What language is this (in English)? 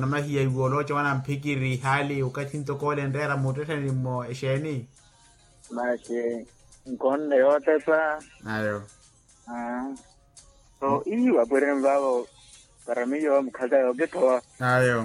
Makhuwa